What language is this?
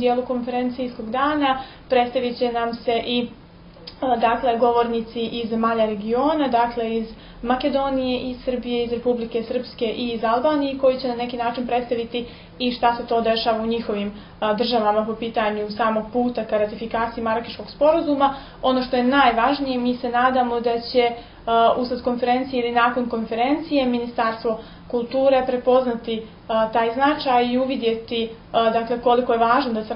Serbian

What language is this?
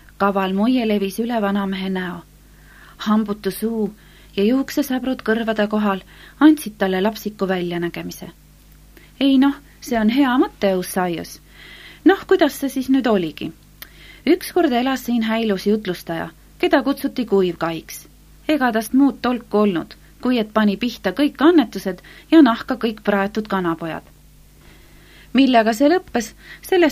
Estonian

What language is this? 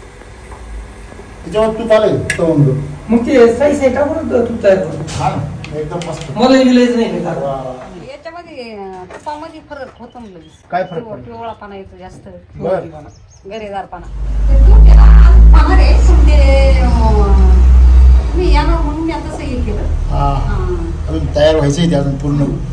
Marathi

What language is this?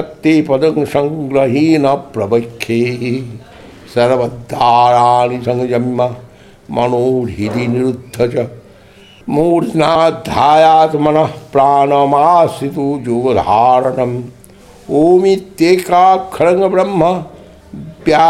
Sanskrit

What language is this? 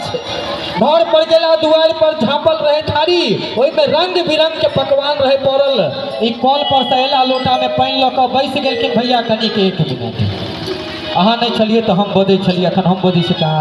Maithili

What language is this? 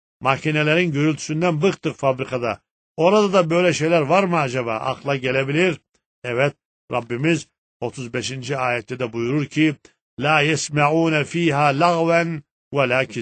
Turkish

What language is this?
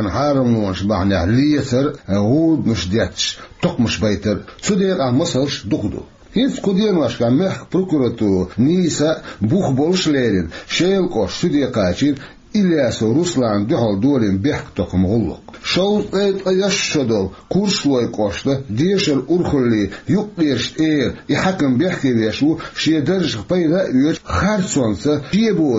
Chechen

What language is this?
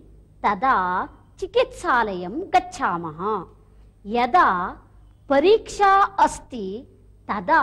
Sanskrit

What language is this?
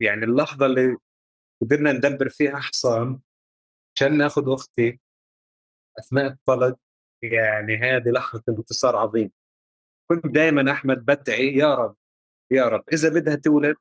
North Levantine Arabic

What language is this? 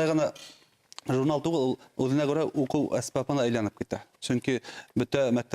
Bashkir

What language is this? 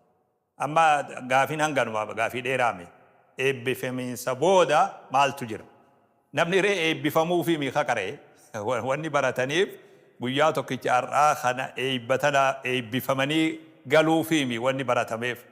Oromo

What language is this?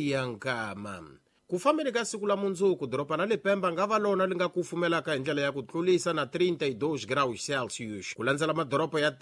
Tsonga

